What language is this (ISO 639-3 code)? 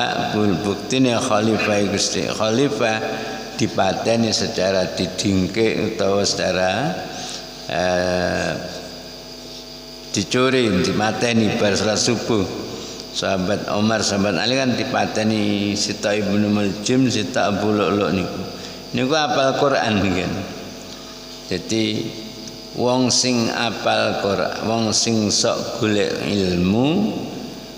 jav